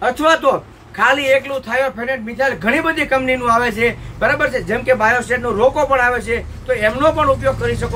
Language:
Gujarati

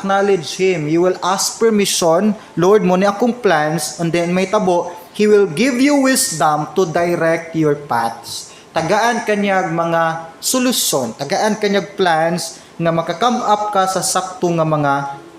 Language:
Cebuano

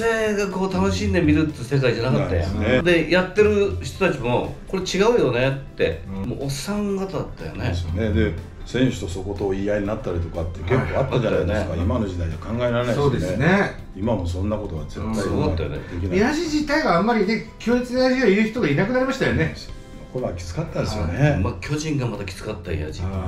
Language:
Japanese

